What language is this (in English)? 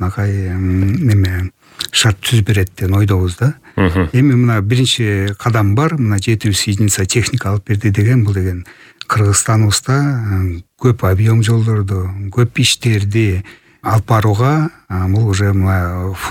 Kyrgyz